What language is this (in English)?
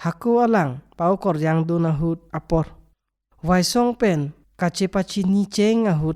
Karbi